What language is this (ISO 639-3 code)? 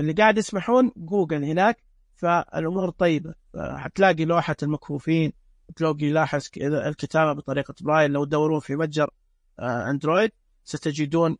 ars